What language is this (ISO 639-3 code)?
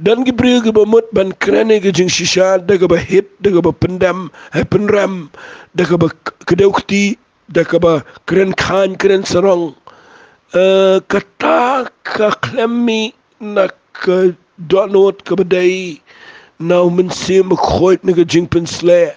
kha